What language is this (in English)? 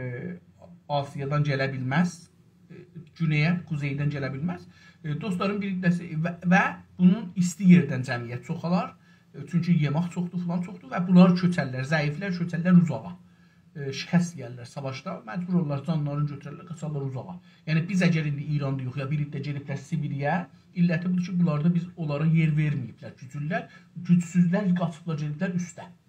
South Azerbaijani